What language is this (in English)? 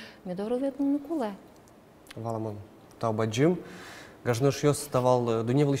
Udmurt